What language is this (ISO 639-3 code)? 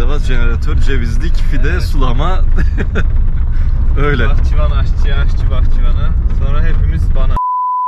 tur